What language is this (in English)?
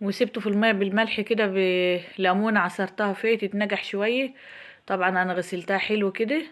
Egyptian Arabic